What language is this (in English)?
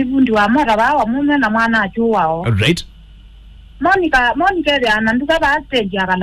Kamba